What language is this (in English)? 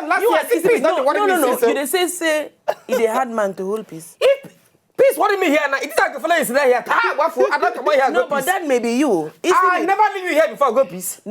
Nigerian Pidgin